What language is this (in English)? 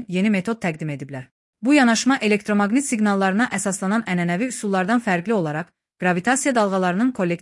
Azerbaijani